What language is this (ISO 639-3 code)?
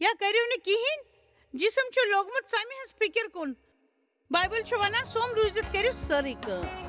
kas